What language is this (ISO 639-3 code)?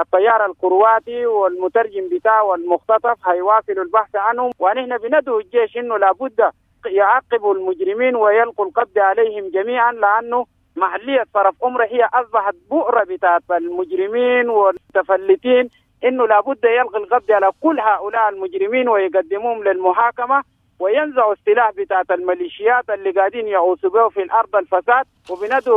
apd